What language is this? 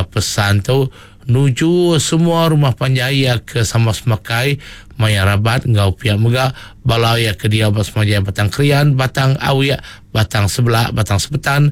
Iban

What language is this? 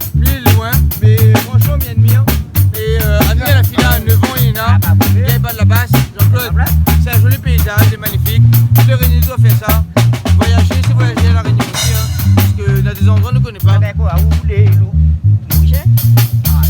Réunion Creole French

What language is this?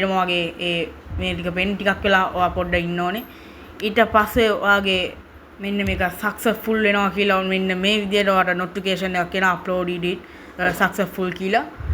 Sinhala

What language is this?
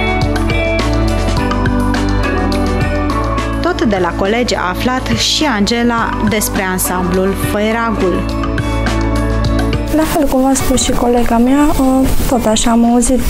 Romanian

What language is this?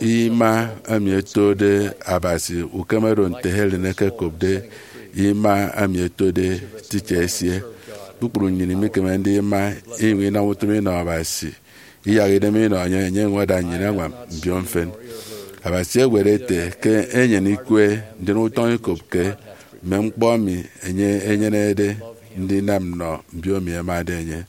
Efik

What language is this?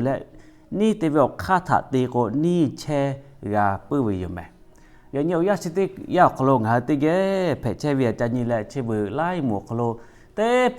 Lahu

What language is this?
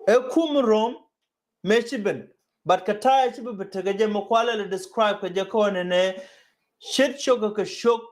Nuer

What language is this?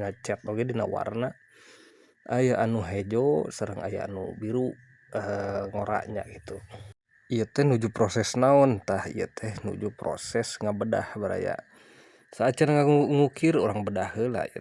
Sundanese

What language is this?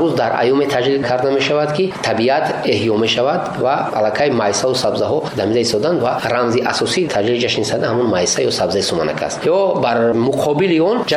Tajik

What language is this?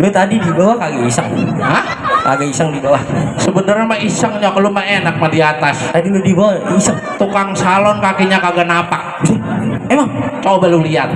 Betawi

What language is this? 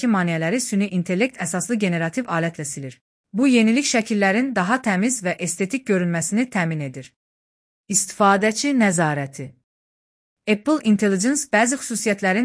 Azerbaijani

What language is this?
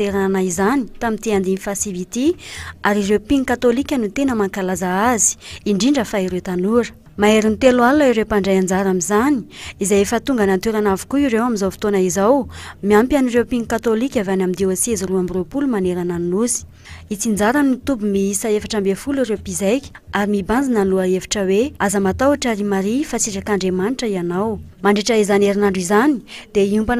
Malagasy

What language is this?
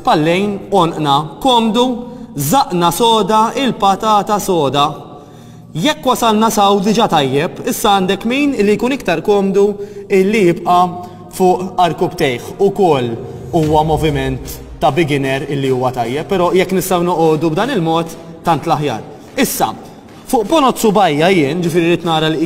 Maltese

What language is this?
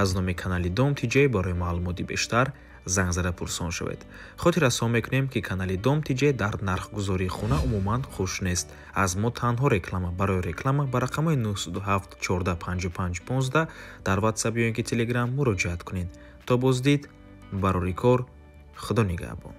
Tajik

